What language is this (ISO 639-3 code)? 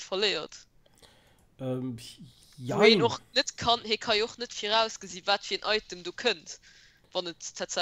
ltz